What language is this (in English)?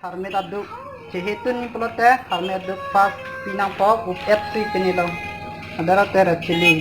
Karbi